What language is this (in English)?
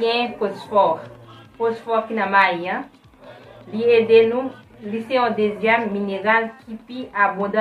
Haitian Creole